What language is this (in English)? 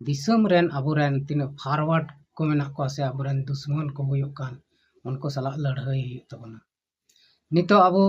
Santali